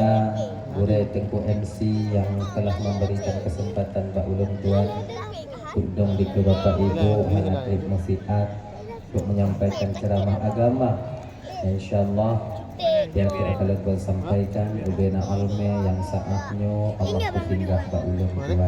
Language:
Achinese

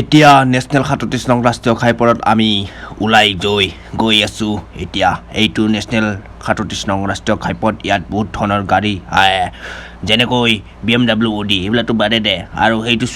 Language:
Assamese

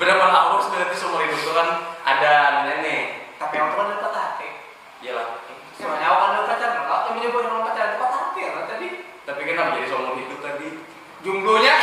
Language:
Banjar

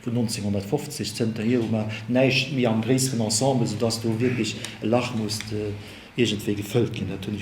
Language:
Luxembourgish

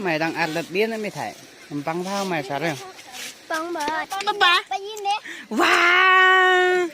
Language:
Khasi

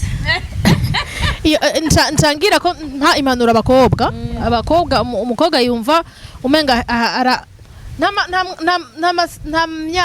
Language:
Rundi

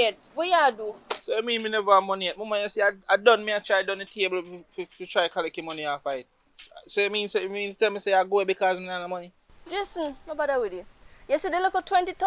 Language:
Jamaican Creole English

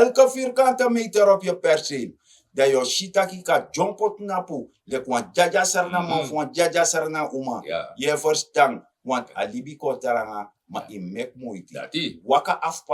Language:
Sranan Tongo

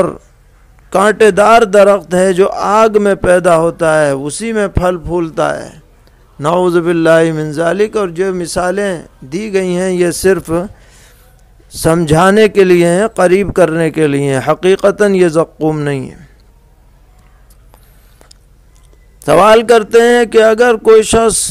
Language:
Urdu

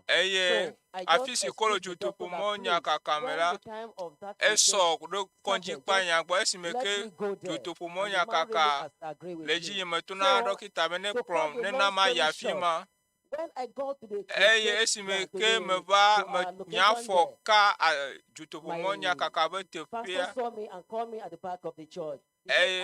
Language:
Ewe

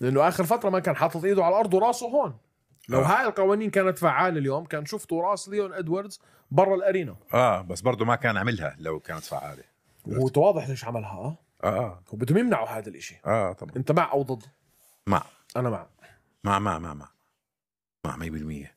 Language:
North Levantine Arabic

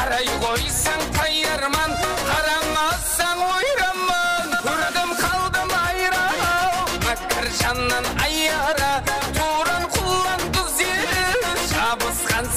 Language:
Kara-Kalpak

